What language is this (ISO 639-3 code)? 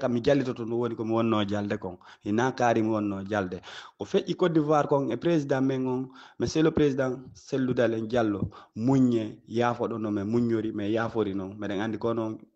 ful